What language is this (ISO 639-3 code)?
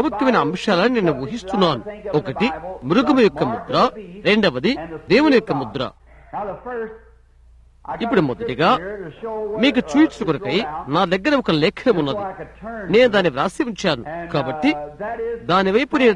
tel